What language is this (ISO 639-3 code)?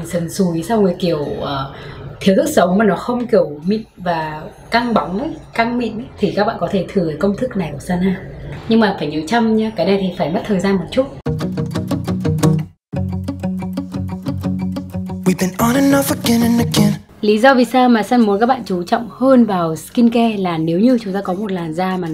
vie